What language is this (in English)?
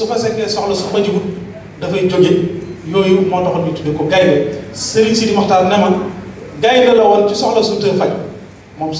Wolof